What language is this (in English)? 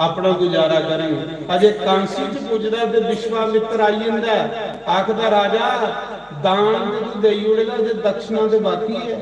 Dogri